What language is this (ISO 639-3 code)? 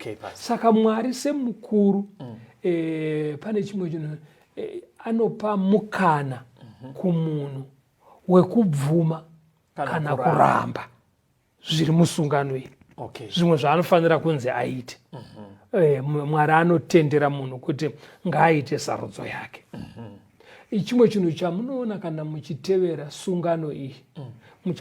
sna